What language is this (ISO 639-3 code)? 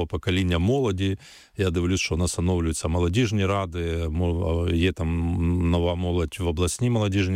ukr